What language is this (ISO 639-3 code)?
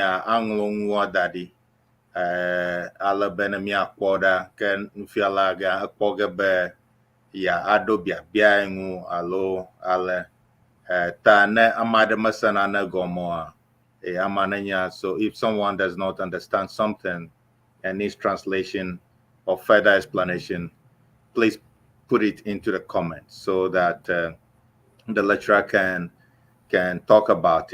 ewe